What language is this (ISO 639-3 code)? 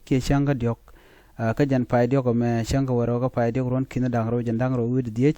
nus